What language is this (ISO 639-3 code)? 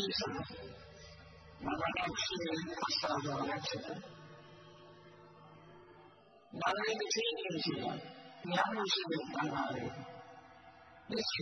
mya